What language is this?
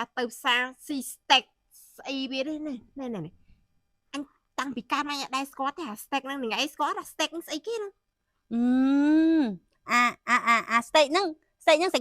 Khmer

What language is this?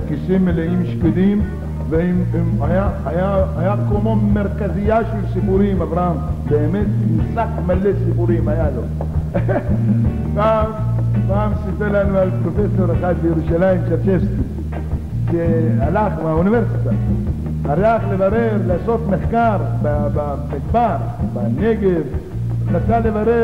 Hebrew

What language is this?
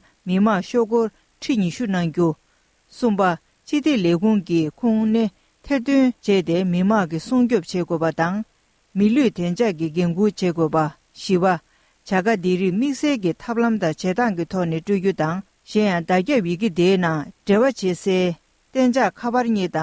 Tibetan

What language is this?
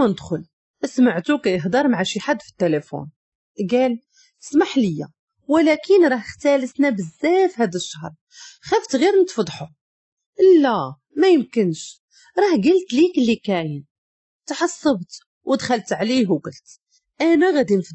Moroccan Arabic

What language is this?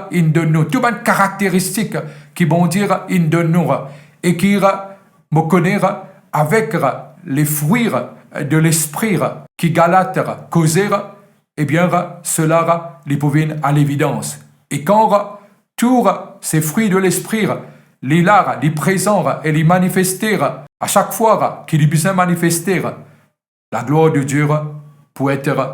Morisyen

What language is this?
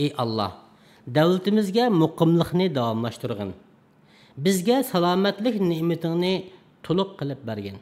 Uyghur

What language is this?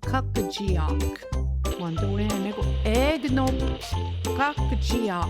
Central Ojibwa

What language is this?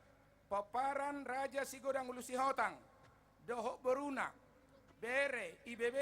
Batak Toba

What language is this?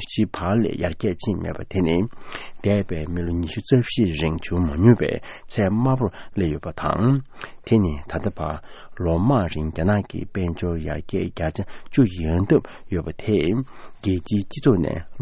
Tibetan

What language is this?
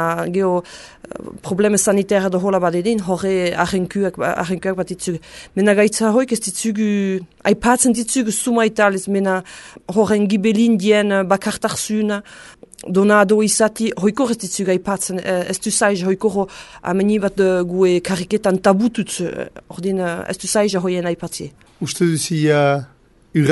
Basque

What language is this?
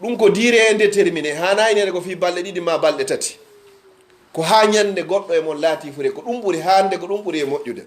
Pular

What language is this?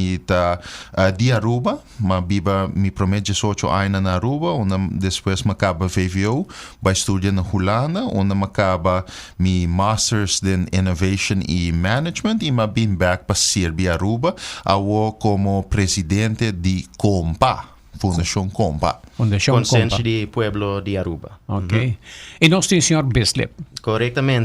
Papiamento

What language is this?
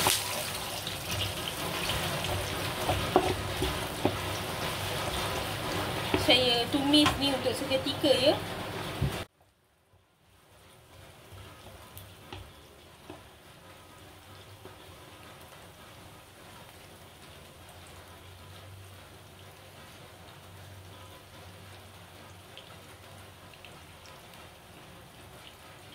Malay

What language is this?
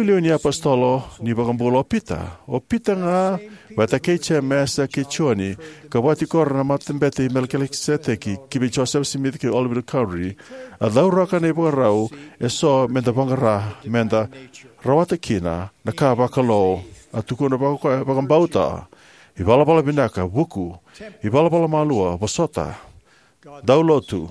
Fijian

